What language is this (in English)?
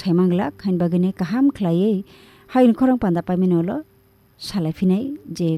Kok Borok